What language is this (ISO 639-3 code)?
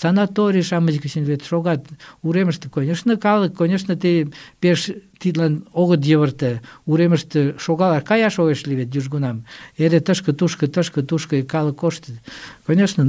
chm